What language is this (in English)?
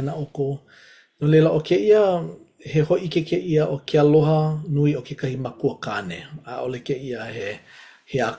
Hawaiian